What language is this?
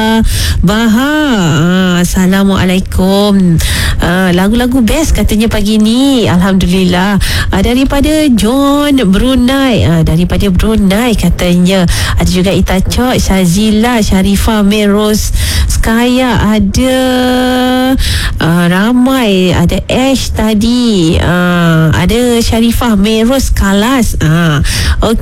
Malay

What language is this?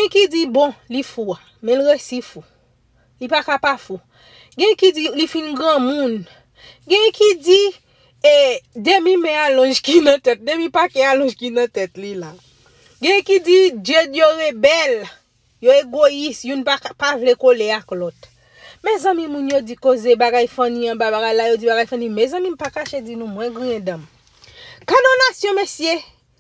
Haitian Creole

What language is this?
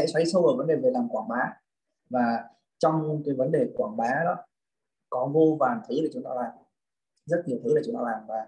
Vietnamese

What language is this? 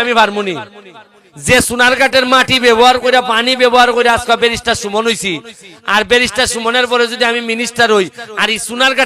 Sylheti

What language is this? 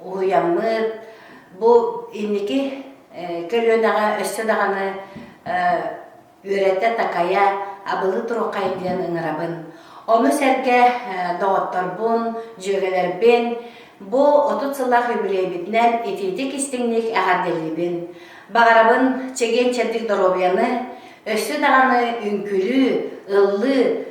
Yakut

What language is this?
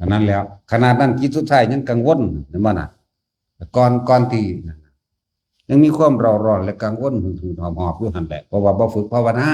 Northeastern Thai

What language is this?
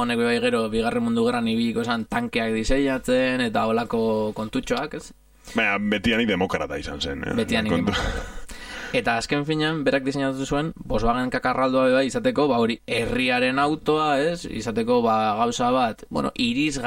Basque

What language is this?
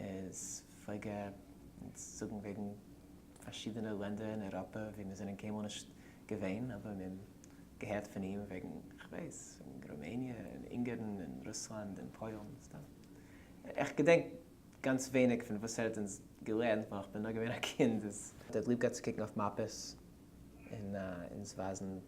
Yiddish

